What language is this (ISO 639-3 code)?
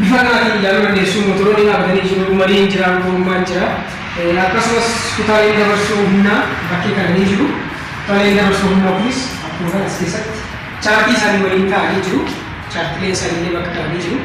orm